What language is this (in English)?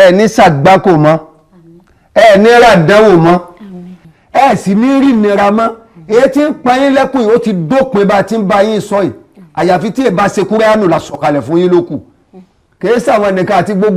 Yoruba